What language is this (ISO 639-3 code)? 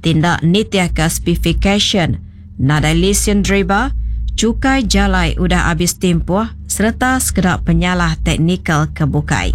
iba